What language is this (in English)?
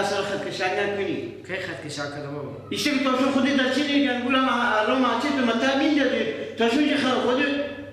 Persian